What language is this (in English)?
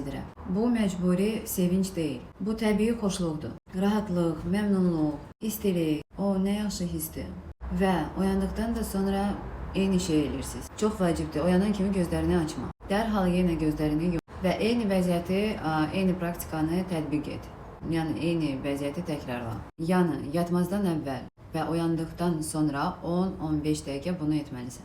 Azerbaijani